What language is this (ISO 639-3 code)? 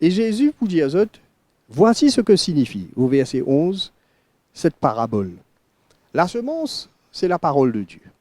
mfe